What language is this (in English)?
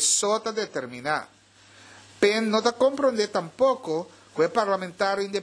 Papiamento